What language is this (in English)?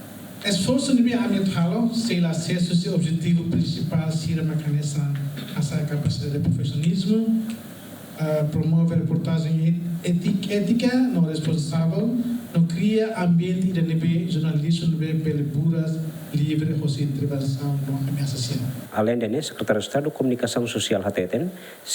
Tetum